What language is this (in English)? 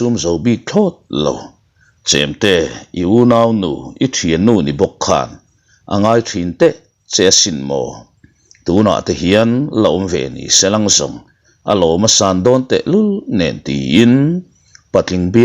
Mizo